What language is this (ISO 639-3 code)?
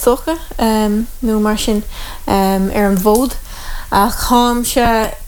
gle